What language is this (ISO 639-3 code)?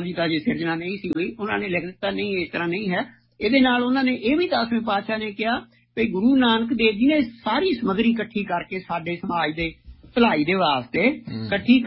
pan